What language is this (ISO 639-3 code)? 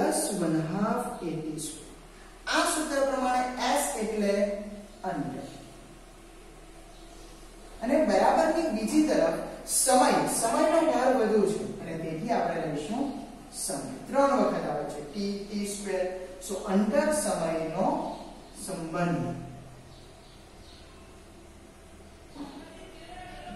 guj